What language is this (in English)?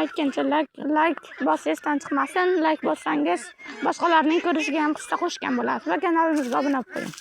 Uzbek